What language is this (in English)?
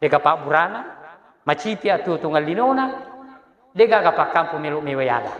Buginese